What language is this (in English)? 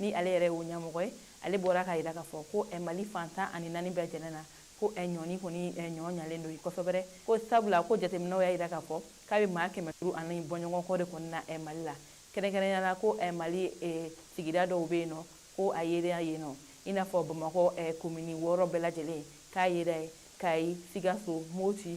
Bambara